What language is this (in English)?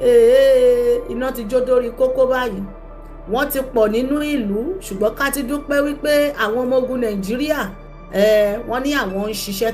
Yoruba